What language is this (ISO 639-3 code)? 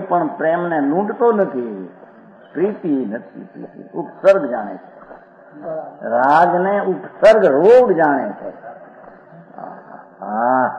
guj